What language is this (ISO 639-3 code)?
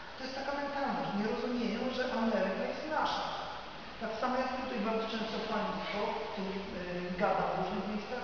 pol